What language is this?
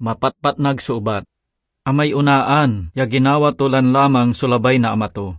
Pangasinan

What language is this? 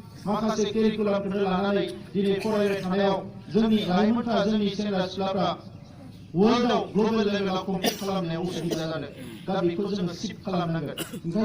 Bodo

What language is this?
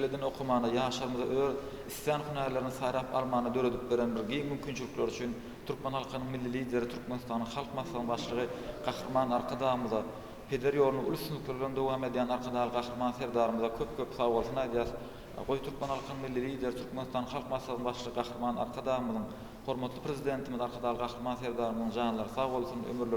Turkmen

